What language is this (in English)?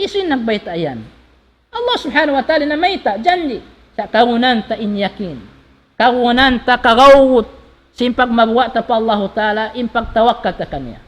Tausug